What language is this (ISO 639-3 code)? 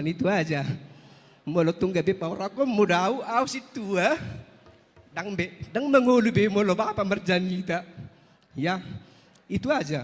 bbc